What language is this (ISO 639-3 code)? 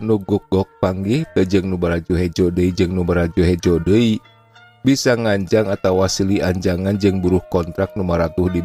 sun